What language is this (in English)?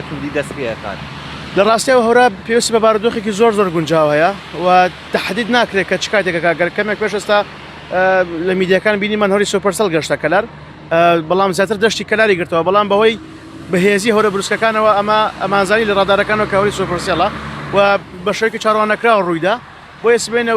Central Kurdish